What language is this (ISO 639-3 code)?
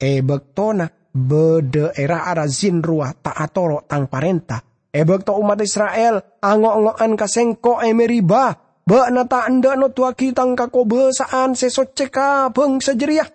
mad